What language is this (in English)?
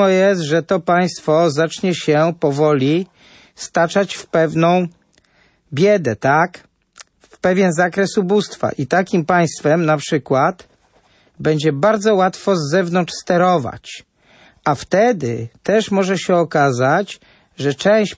Polish